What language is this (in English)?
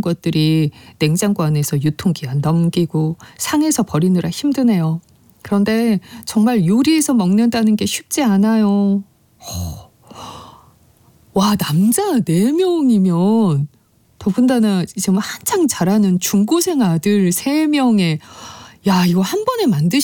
Korean